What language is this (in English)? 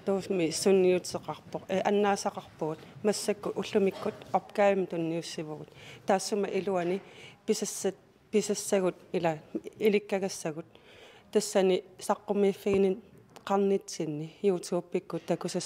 Kalaallisut